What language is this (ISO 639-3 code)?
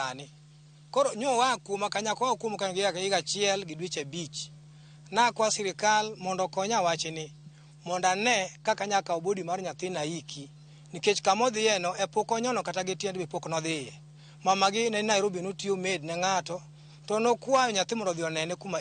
luo